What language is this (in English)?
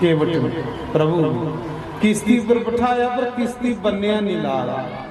Dogri